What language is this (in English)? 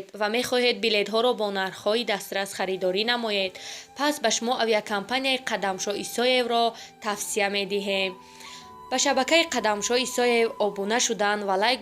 Tajik